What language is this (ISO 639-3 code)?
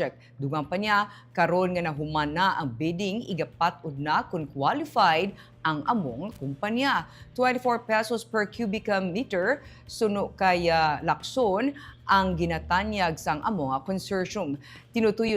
hil